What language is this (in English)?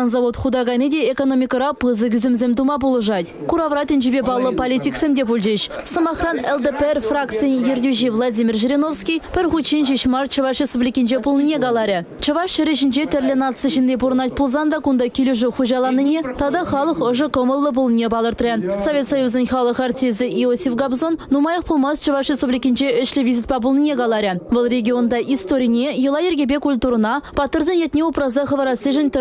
Chuvash